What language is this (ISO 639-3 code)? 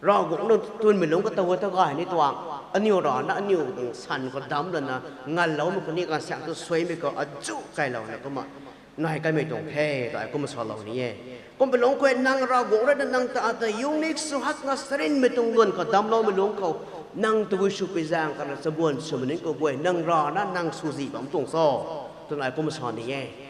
nbu